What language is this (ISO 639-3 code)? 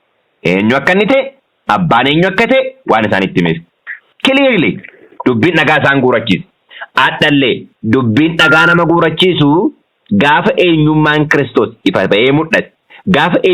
orm